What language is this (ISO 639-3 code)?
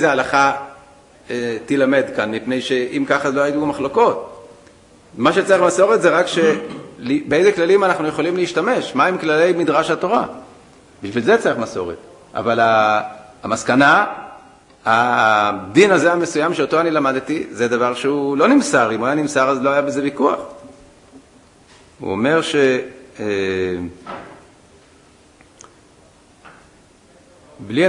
heb